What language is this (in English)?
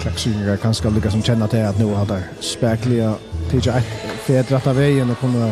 Faroese